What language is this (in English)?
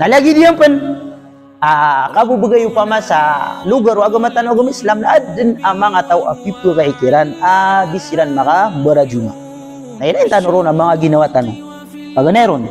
Maranao